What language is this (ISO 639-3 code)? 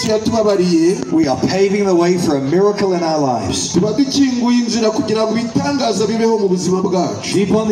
kin